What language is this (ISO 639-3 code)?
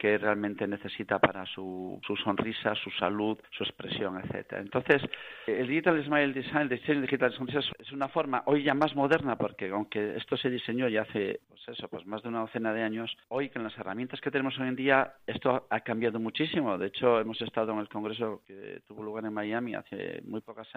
spa